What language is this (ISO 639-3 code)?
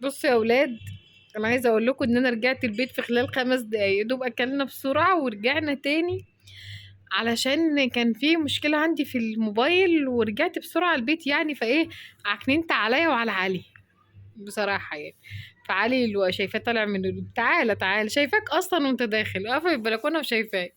arz